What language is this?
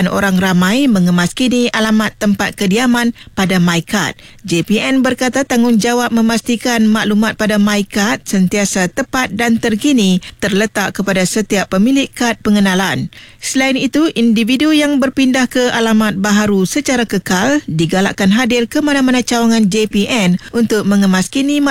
Malay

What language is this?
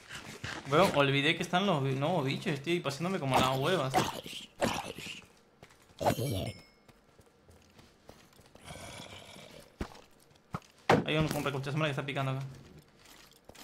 Spanish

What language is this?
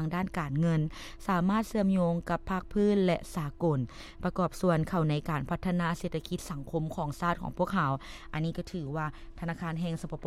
Lao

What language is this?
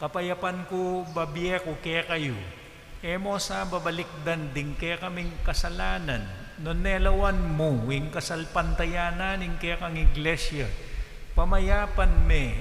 Pampanga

